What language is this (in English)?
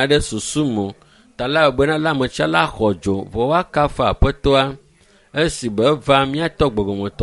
Ewe